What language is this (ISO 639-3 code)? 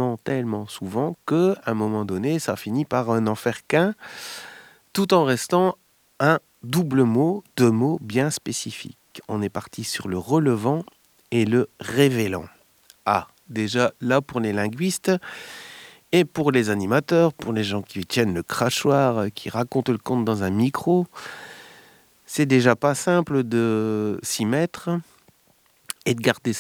fra